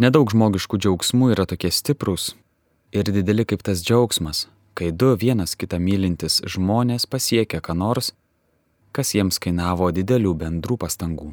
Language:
Lithuanian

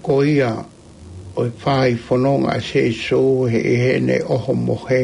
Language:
Tongan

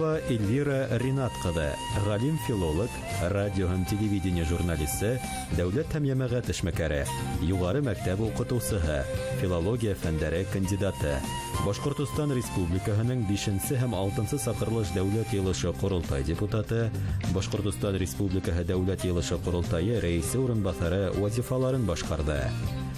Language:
Bashkir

